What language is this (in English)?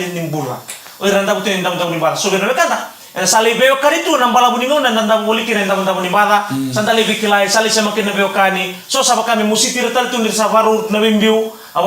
Fijian